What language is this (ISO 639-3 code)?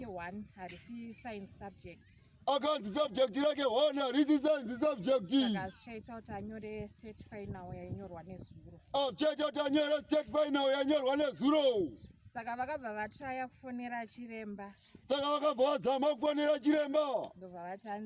sna